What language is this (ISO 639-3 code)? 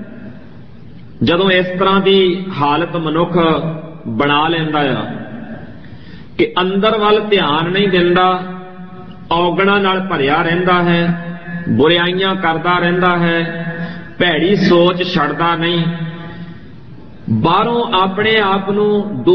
pan